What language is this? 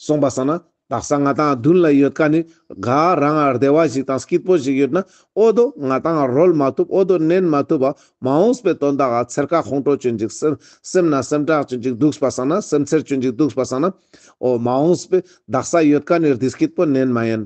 Ladakhi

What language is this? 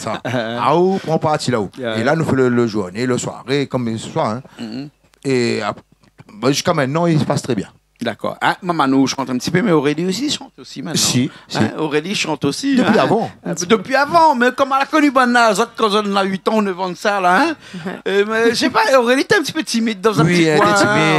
Réunion Creole French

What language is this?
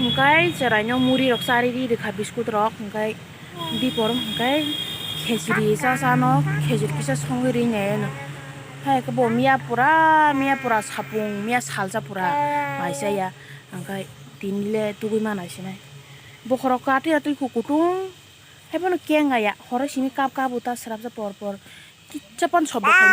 Kok Borok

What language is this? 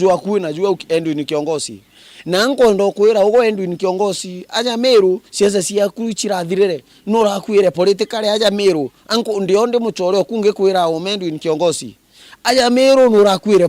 Meru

